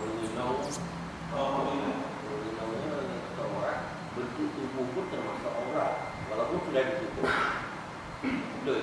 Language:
Achinese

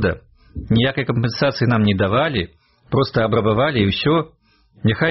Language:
Belarusian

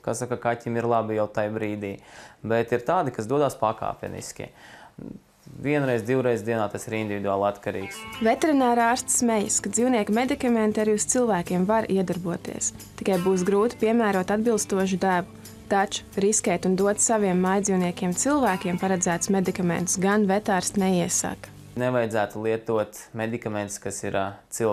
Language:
Latvian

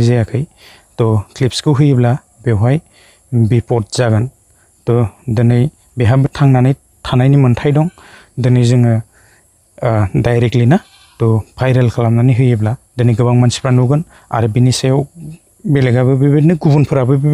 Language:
Bodo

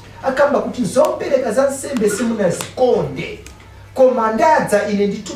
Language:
Nyanja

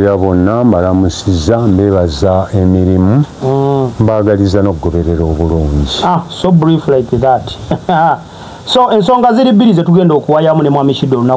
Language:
Ganda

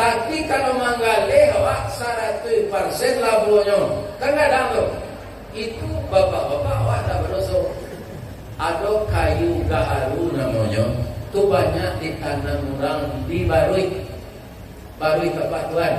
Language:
Minangkabau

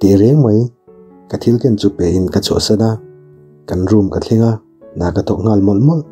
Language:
Mizo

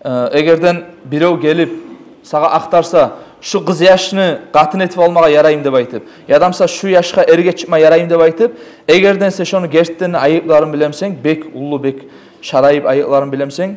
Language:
Kumyk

